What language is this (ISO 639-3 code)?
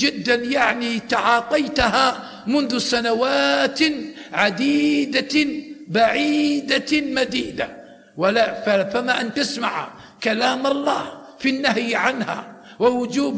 ara